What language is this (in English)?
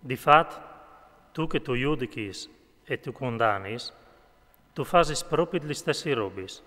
Friulian